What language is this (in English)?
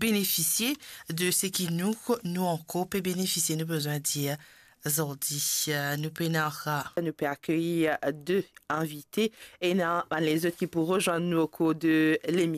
Morisyen